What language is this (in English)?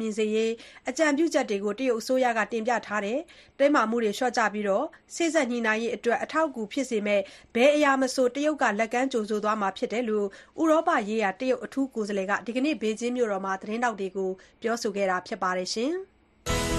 Burmese